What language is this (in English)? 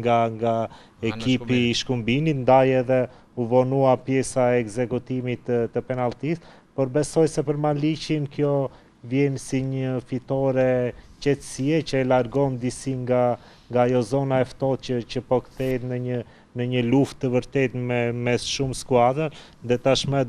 Albanian